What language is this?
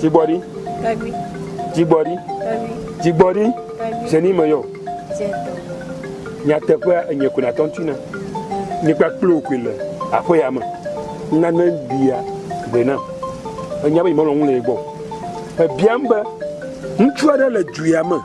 Ewe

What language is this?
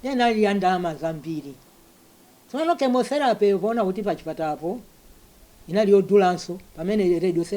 Nyanja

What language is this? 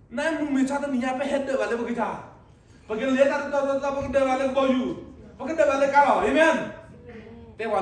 S'gaw Karen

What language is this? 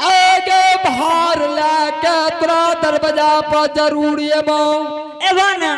Angika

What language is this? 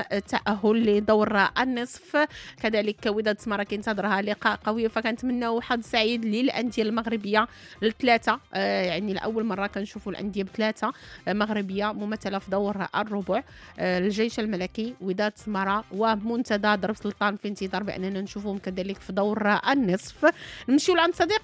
Moroccan Arabic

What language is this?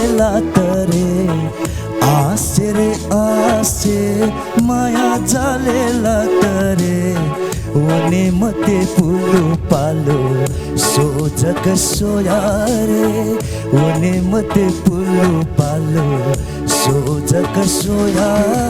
Newari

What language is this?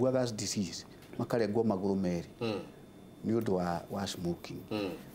Kikuyu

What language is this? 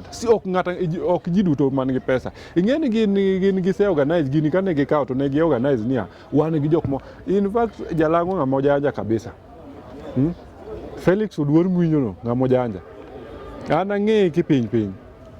Luo (Kenya and Tanzania)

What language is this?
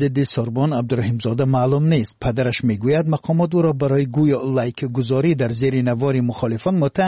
Tajik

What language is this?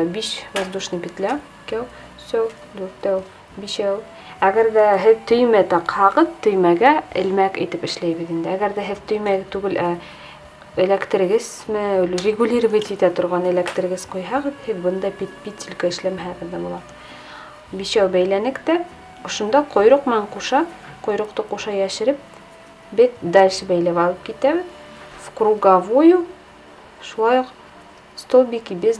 Bashkir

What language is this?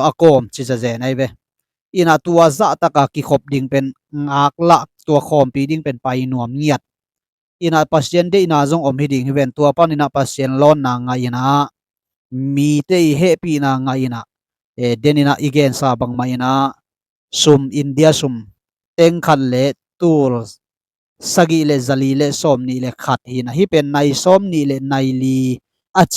Tedim Chin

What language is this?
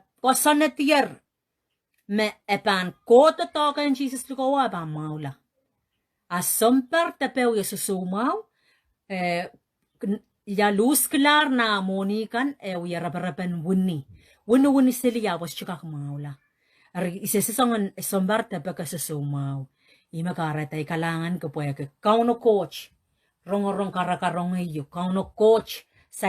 Pohnpeian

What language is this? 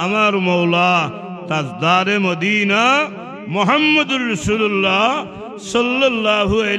Sylheti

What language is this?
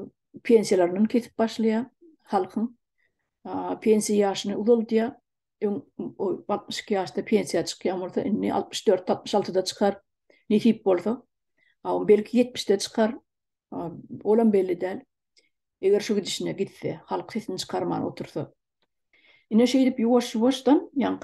Turkmen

